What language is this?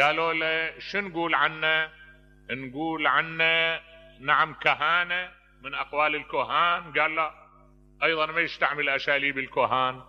Mesopotamian Arabic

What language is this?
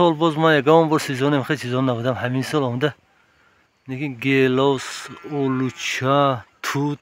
Tajik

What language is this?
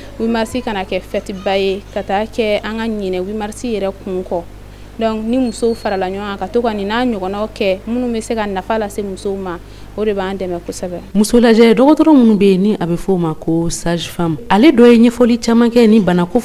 Bambara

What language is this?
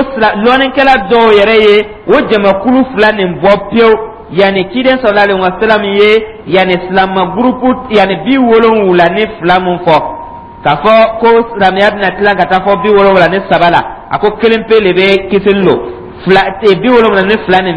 Dyula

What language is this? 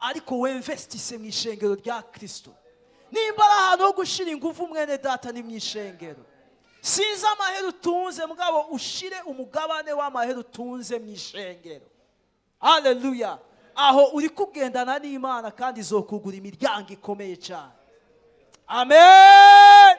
Rundi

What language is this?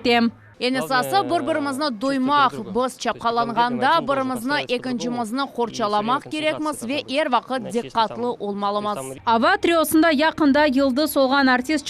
Crimean Tatar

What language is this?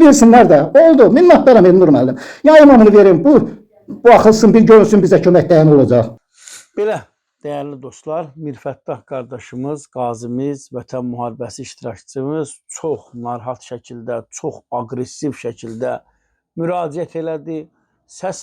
Azerbaijani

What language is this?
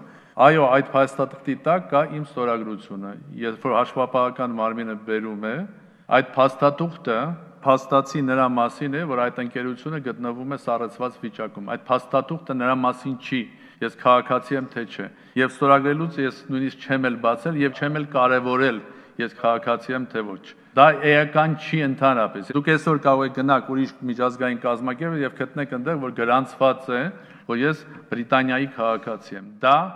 Armenian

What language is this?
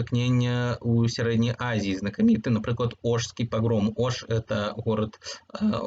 Belarusian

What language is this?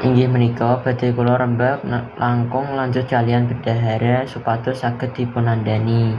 Javanese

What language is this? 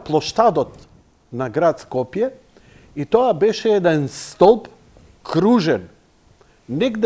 Macedonian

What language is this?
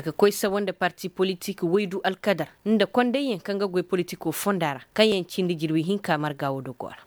Koyraboro Senni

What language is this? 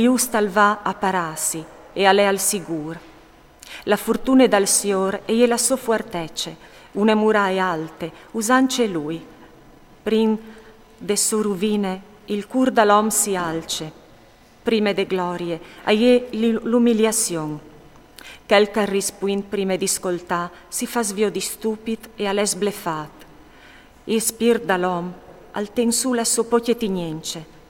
Friulian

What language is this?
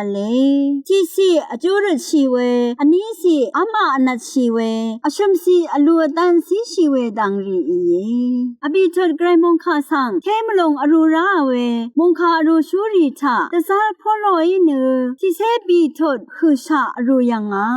Rawang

